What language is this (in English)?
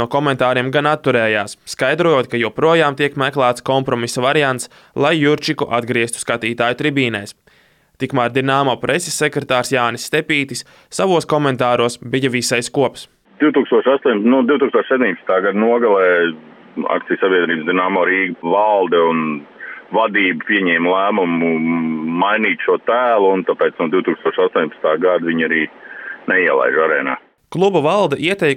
Latvian